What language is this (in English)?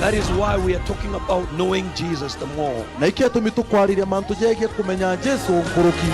Meru